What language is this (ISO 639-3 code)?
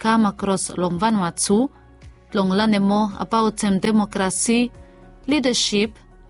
bis